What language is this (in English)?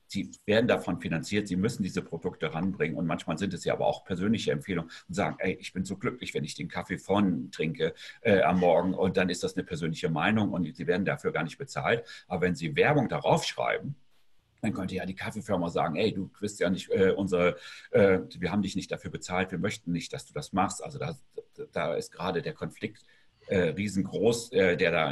German